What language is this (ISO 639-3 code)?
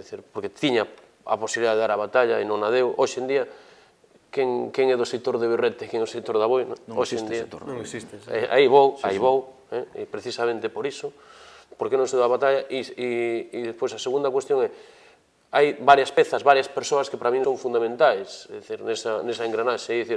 glg